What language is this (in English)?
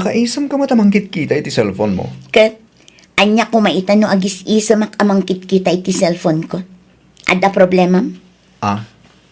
Iloko